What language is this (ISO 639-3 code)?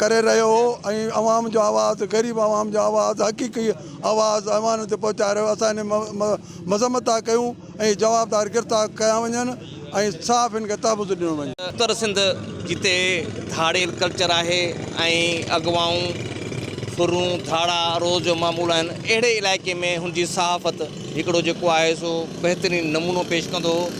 snd